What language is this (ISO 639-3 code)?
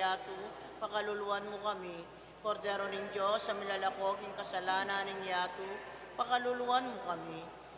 pam